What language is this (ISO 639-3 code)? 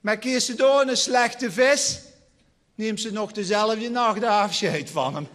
lim